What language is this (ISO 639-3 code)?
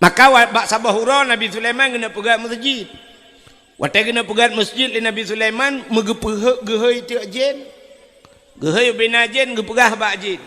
ace